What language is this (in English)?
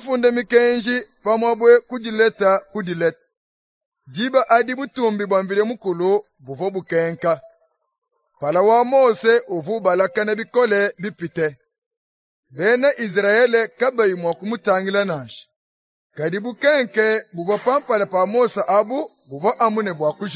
Luba-Lulua